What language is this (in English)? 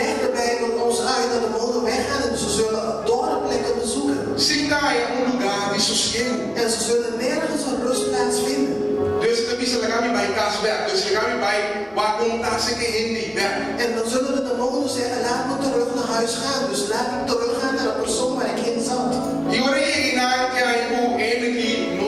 Papiamento